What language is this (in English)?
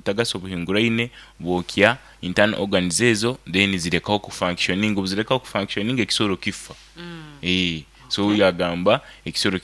Nyoro